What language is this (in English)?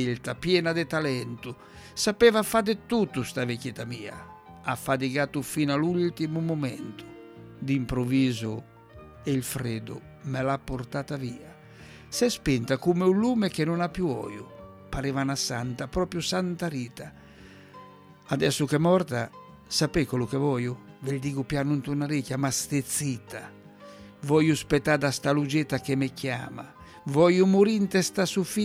Italian